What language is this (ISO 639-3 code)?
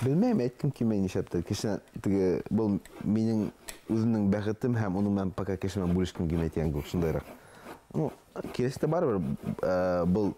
bak